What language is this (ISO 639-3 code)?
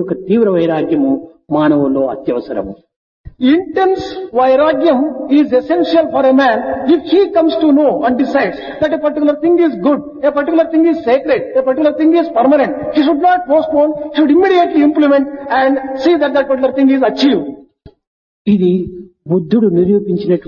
tel